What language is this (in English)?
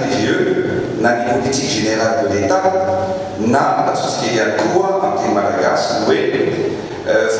Malagasy